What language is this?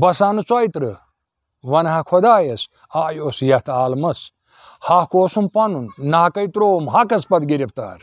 Kashmiri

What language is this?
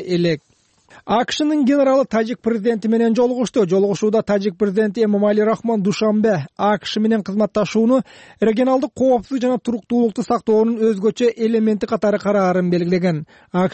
Kyrgyz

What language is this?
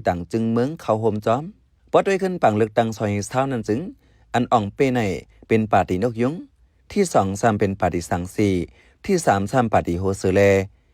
Shan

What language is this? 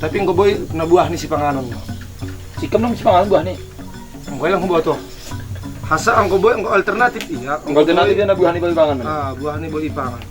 Batak Simalungun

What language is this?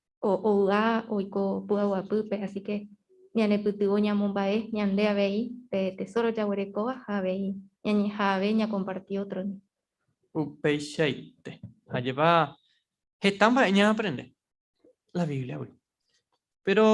Guarani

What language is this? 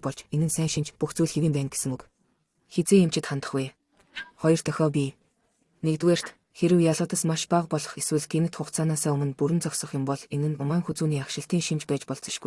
Mongolian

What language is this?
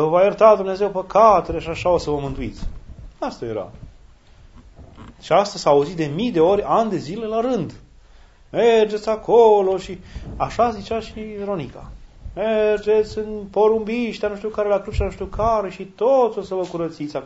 Romanian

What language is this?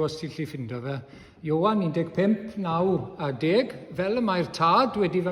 Welsh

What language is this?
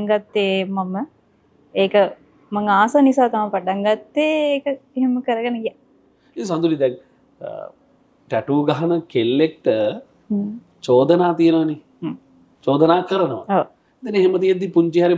Sinhala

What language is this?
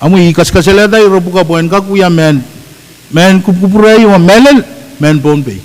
Pohnpeian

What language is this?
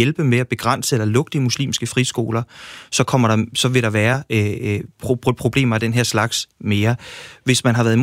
Danish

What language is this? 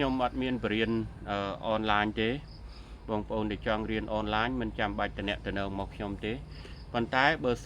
Khmer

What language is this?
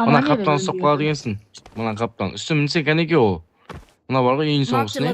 Kara-Kalpak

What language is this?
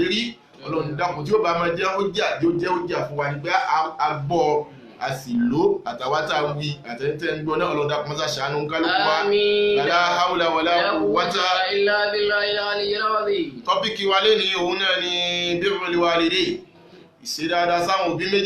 Yoruba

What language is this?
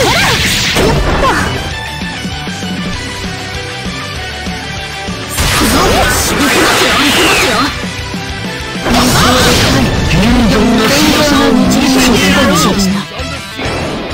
Japanese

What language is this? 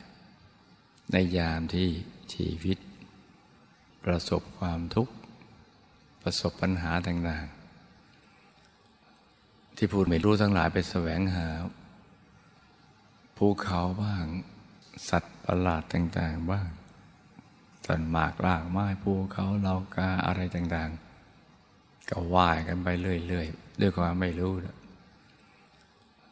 Thai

